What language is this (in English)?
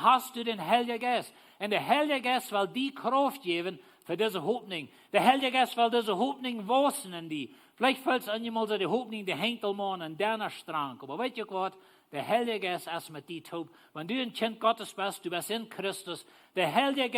Plautdietsch